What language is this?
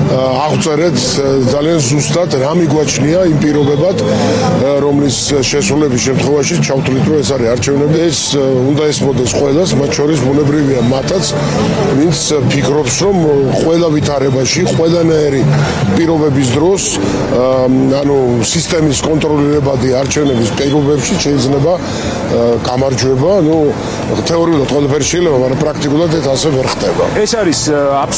Georgian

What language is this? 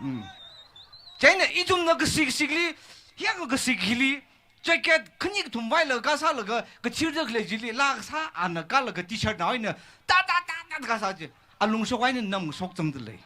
Tangkhul Naga (India)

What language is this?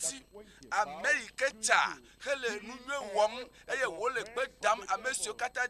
Ewe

